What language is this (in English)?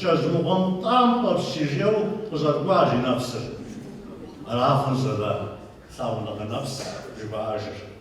Kabardian